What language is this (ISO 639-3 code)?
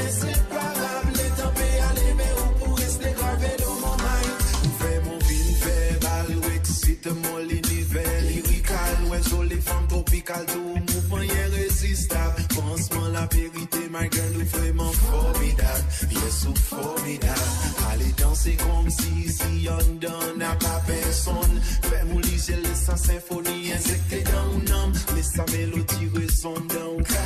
mfe